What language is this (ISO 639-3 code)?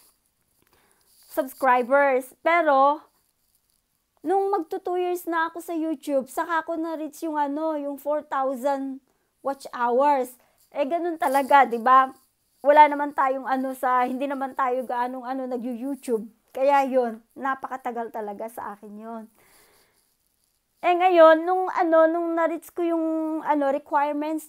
fil